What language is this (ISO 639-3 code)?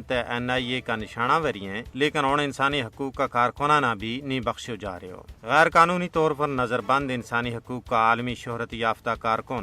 gju